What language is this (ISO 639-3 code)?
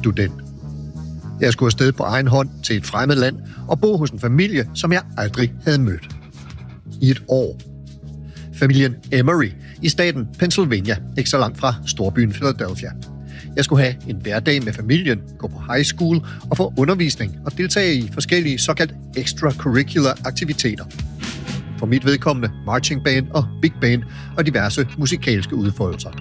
dan